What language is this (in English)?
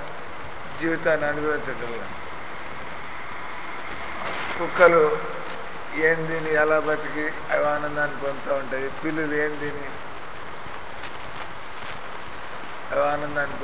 Telugu